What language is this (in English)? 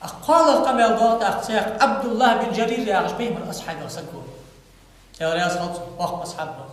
Ingush